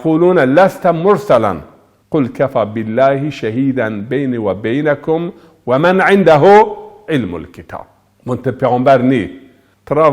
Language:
Zaza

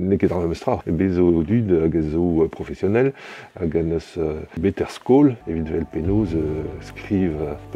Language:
Breton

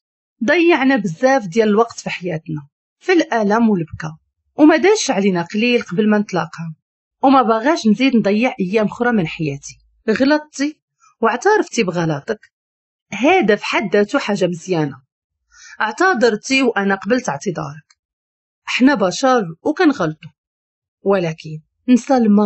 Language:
Moroccan Arabic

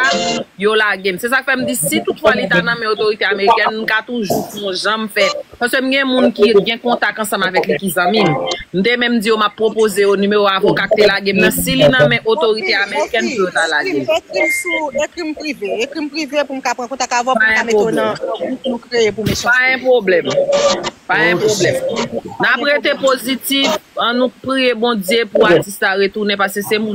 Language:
Haitian Creole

